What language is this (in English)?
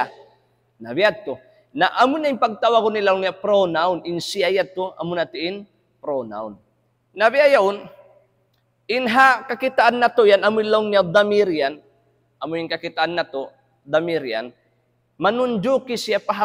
Tausug